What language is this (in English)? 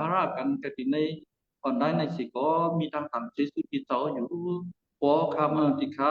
Shan